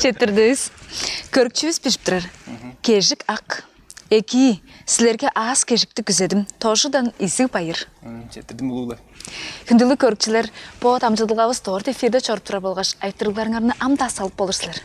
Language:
Tuvinian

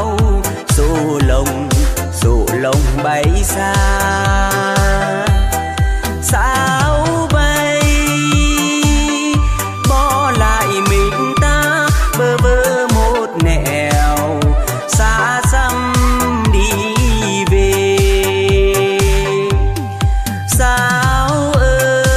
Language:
Vietnamese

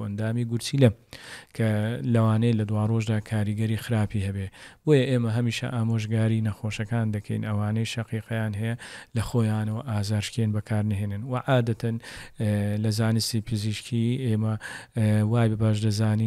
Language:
Central Kurdish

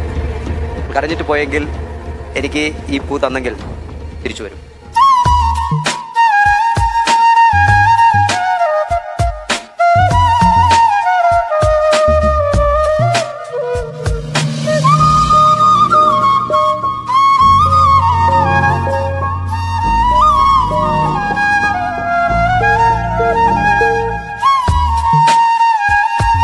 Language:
Malayalam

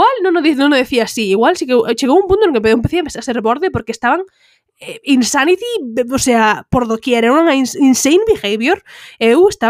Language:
Galician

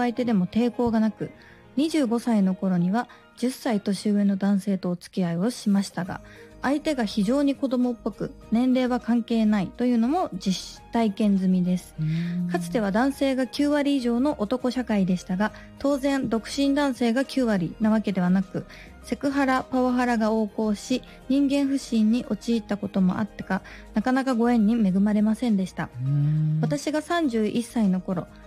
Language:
Japanese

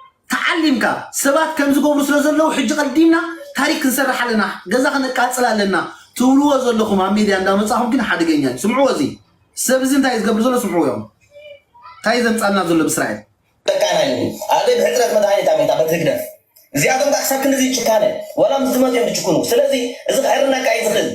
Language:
Tigrinya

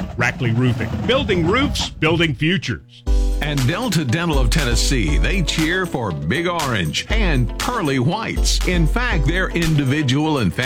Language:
English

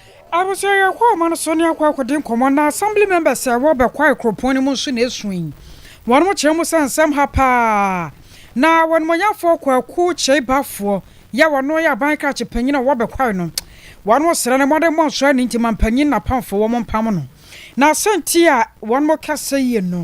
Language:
Akan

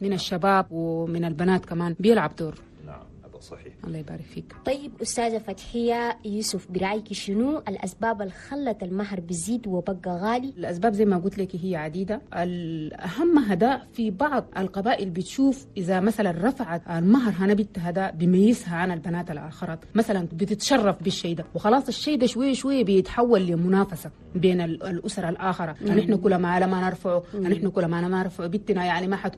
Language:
Chadian Arabic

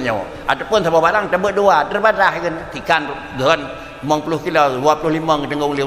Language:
Achinese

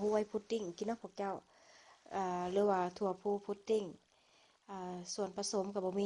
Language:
Lao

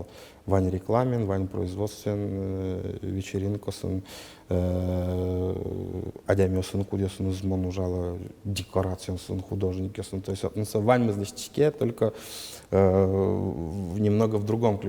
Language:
Udmurt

